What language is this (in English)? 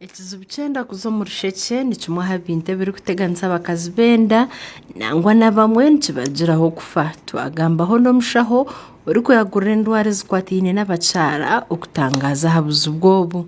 Nyankole